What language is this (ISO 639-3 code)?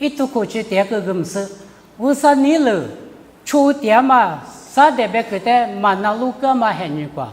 lis